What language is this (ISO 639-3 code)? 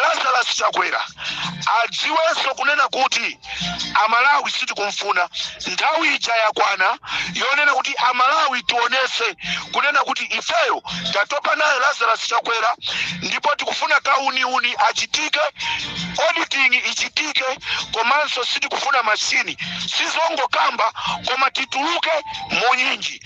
nya